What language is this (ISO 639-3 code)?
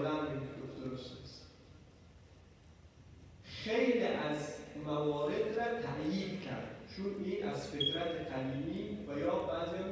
fas